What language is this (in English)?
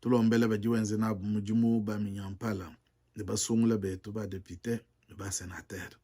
Luba-Lulua